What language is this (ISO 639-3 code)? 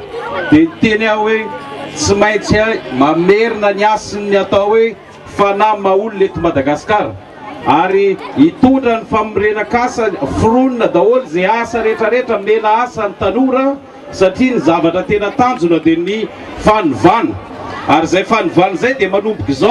mlg